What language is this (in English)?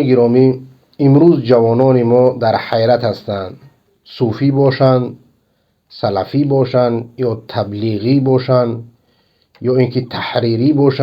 Persian